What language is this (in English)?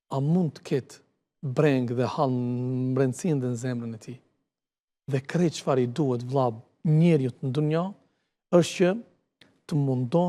Albanian